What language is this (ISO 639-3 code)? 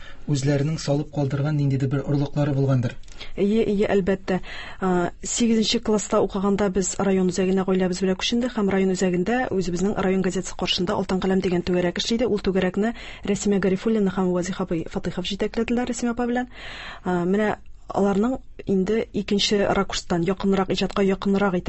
tat